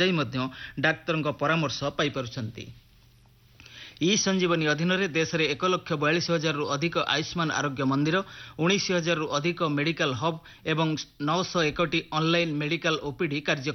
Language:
Odia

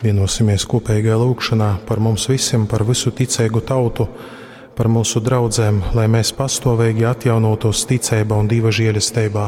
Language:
Latgalian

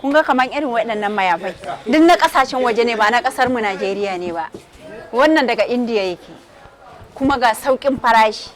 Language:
Hausa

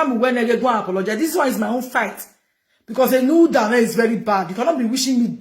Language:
Nigerian Pidgin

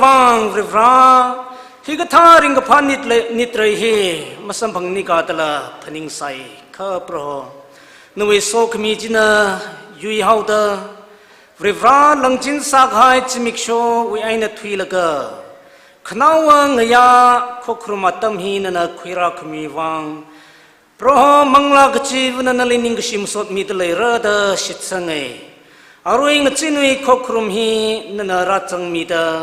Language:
Tangkhul Naga (India)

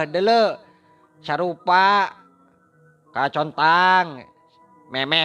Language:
Sundanese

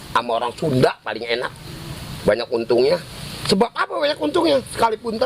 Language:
Betawi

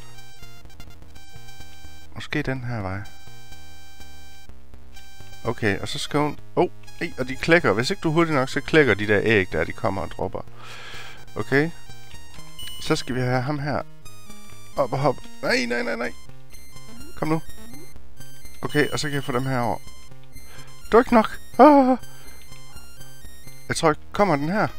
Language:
Danish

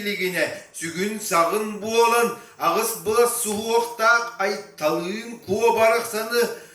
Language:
Yakut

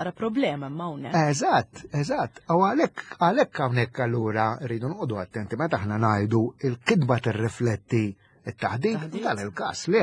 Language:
Maltese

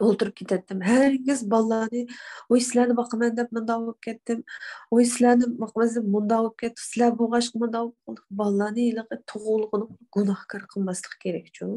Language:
Uyghur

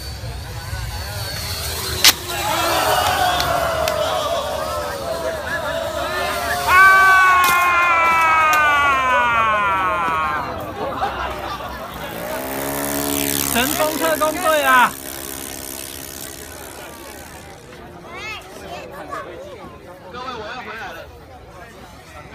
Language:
Chinese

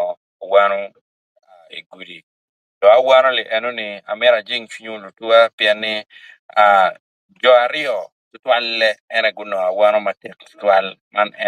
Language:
Acoli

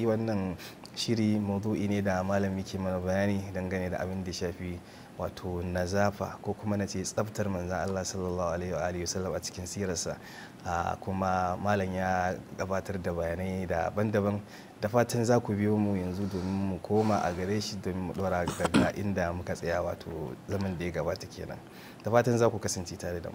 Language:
Hausa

